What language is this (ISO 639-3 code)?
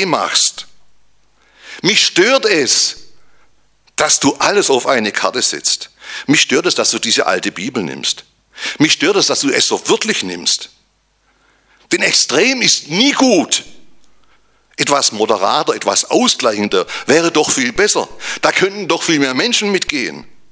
deu